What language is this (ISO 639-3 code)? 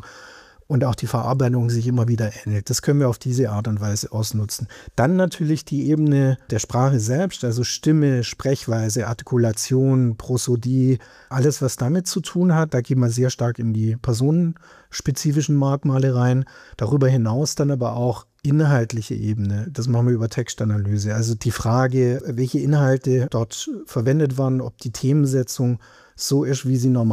deu